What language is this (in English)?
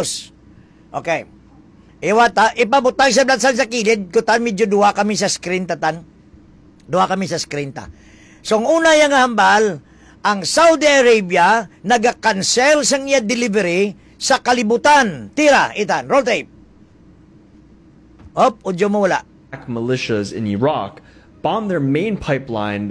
Hiligaynon